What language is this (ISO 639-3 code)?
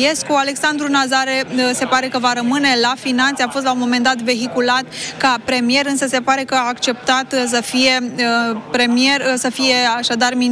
ron